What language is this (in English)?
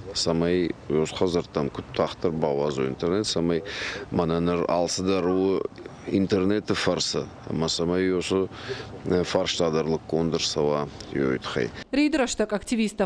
Ossetic